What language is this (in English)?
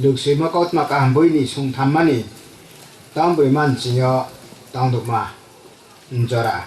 Riang (India)